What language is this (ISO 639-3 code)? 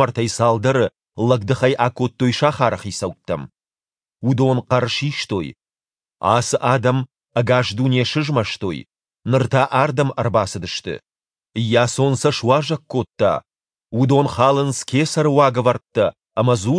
oss